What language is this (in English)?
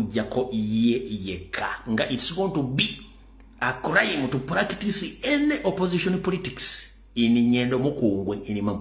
Ganda